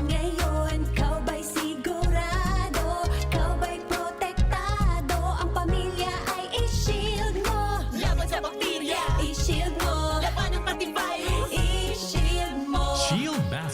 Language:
Bikol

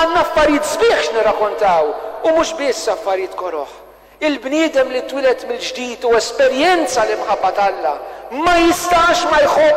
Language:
Maltese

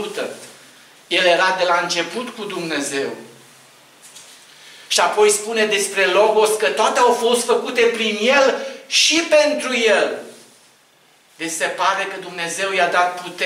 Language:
Romanian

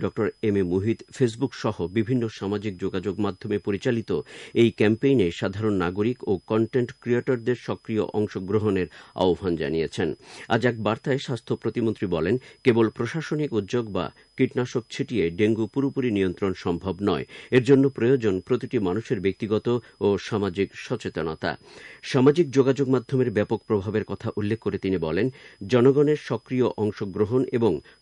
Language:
Bangla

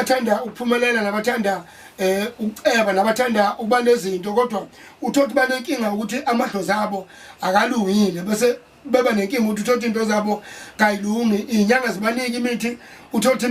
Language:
Zulu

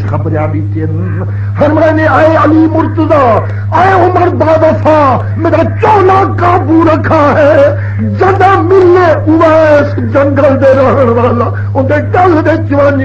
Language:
Saraiki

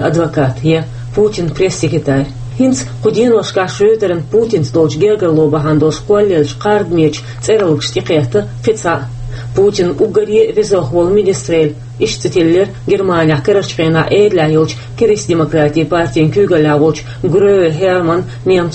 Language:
Chechen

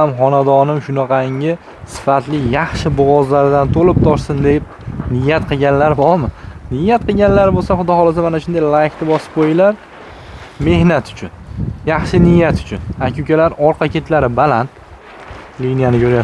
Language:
Uzbek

